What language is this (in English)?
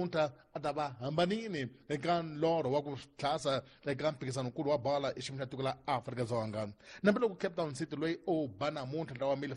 Tsonga